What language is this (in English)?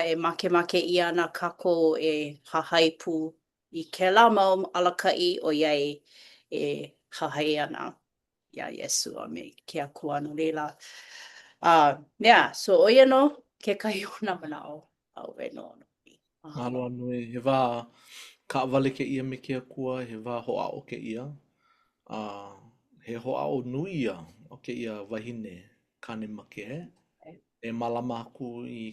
Hawaiian